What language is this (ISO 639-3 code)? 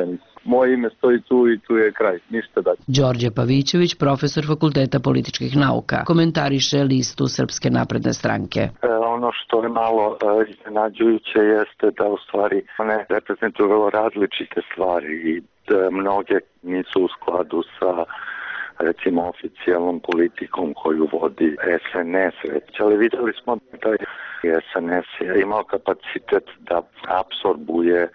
srp